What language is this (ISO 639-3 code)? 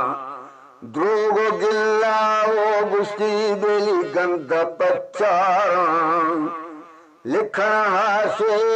bgp